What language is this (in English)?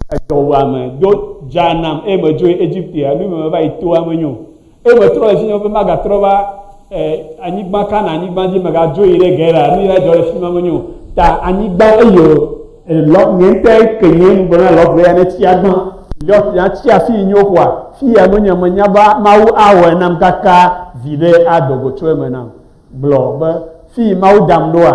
Ewe